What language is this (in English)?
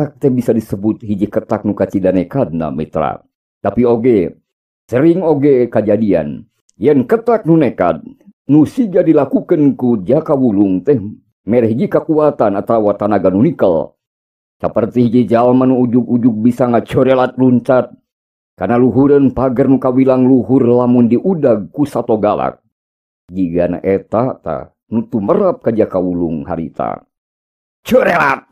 Sundanese